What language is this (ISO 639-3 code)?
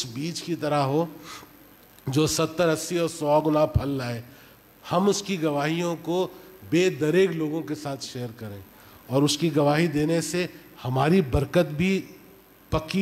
urd